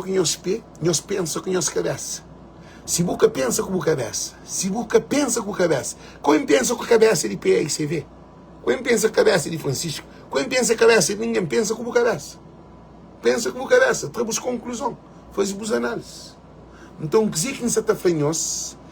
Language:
Kabuverdianu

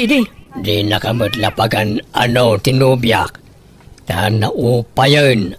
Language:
Iloko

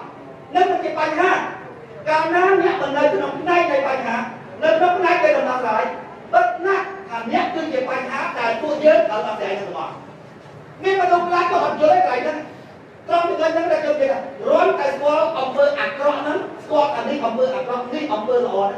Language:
Khmer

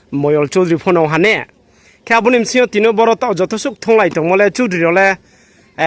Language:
Riang (India)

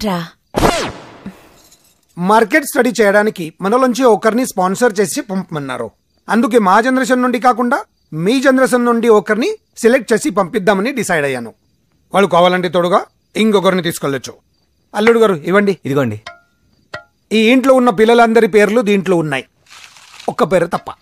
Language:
Telugu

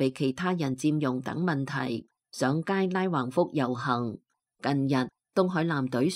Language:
Cantonese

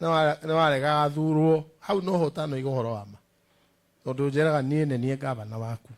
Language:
Kikuyu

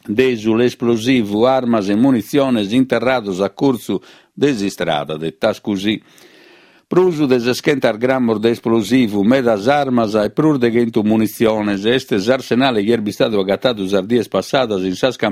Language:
Sardinian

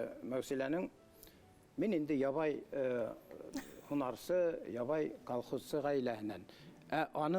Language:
Bashkir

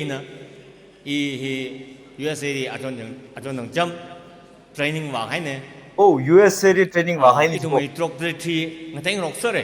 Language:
Tangkhul Naga (India)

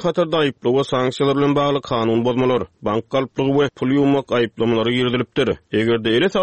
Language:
Turkmen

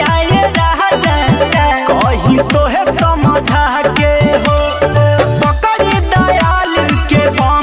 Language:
Bhojpuri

